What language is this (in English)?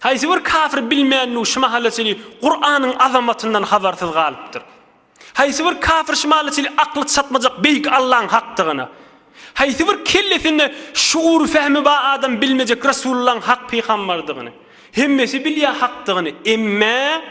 Turkmen